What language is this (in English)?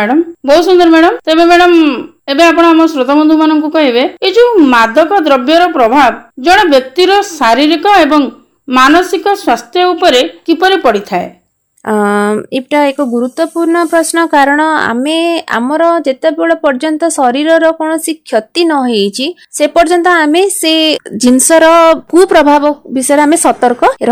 Odia